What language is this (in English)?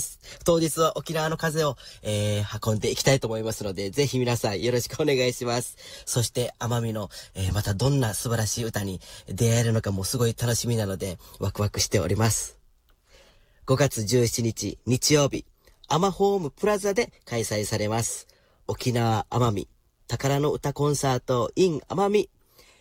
Japanese